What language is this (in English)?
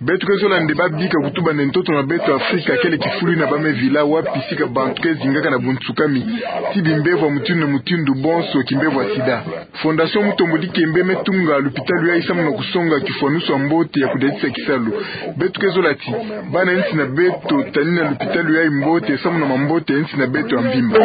Kituba (Democratic Republic of Congo)